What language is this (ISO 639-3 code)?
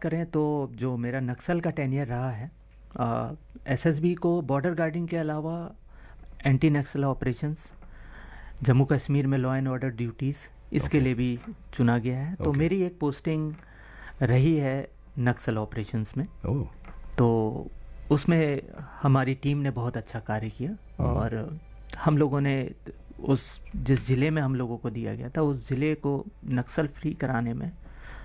hin